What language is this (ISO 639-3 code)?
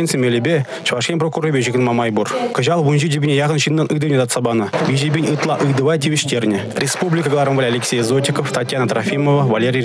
chv